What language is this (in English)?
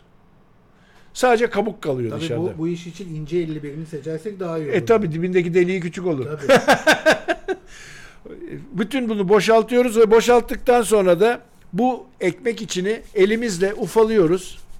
Turkish